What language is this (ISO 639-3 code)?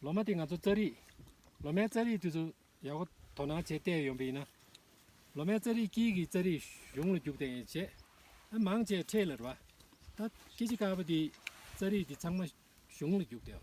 bod